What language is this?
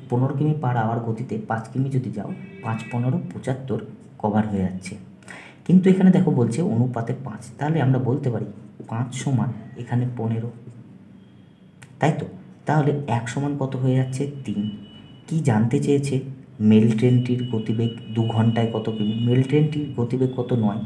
Bangla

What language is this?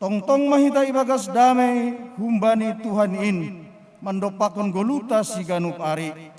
Batak Simalungun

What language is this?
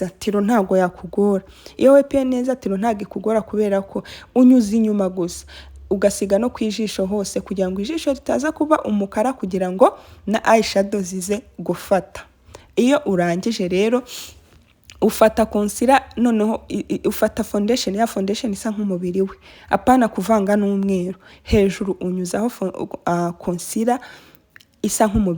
Kinyarwanda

